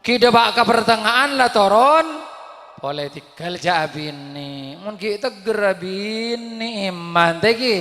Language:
Madurese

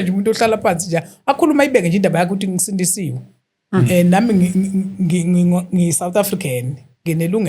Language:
Zulu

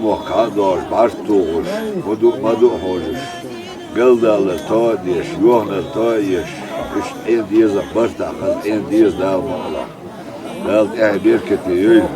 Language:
Chechen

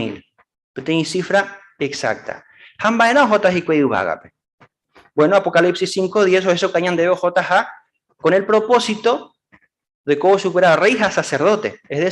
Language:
Guarani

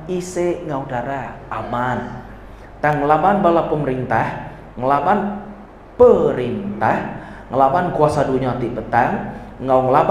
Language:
Iban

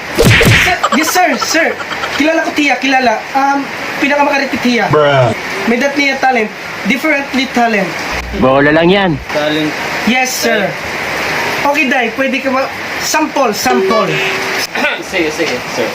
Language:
Waray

